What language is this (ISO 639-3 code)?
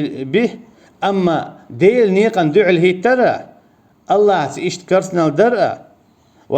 che